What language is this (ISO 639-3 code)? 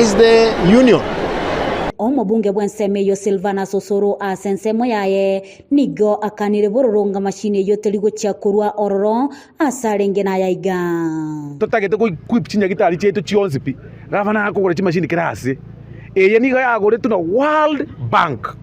guz